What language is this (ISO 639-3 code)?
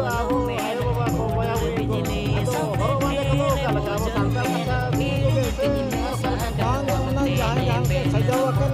sat